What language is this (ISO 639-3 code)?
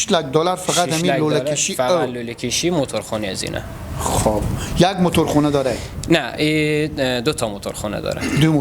haz